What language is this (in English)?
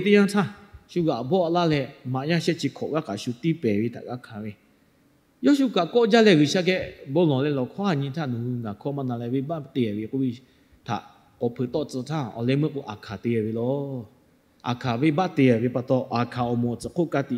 Lahu